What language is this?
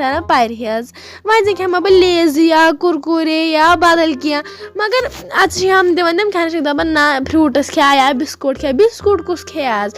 Kashmiri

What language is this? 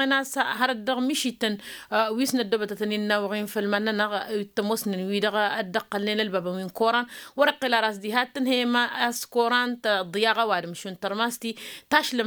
Tamasheq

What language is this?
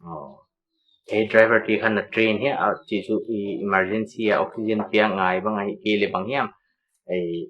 Paite Chin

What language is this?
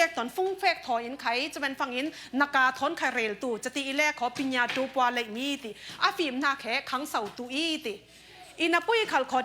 Falam Chin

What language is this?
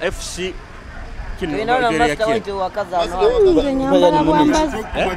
Nyoro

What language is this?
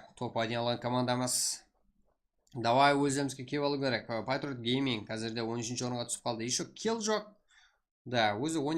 Kara-Kalpak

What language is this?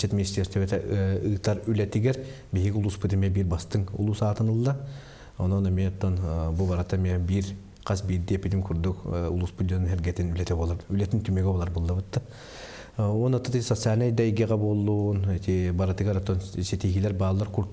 Yakut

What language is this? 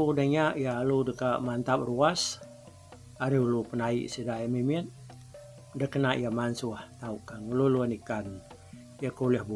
Iban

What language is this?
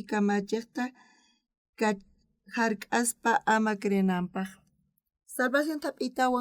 South Bolivian Quechua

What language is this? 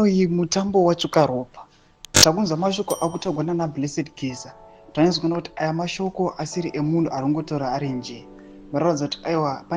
Shona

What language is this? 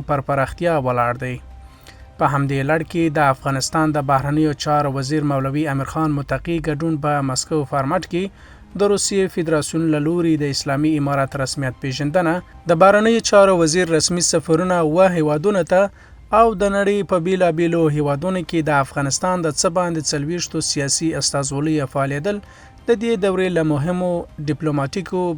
Pashto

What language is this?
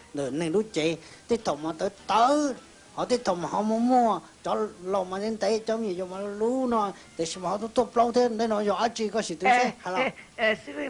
Hmong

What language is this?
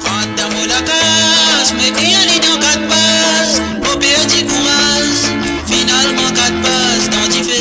Morisyen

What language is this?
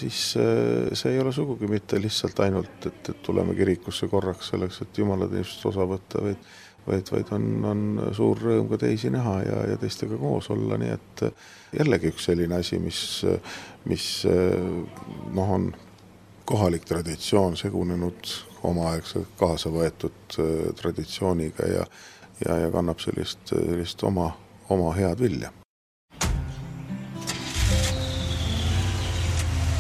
Estonian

